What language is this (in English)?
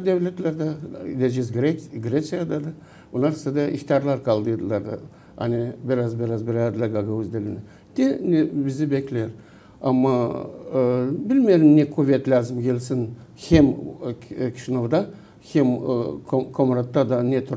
Gagauz